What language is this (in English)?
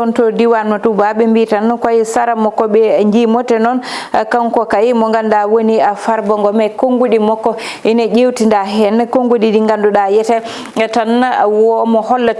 Fula